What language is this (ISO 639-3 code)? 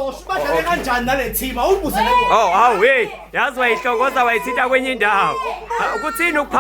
zul